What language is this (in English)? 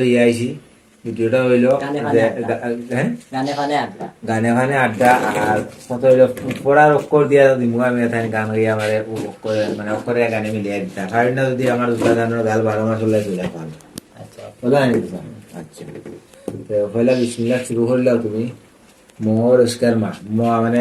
Sylheti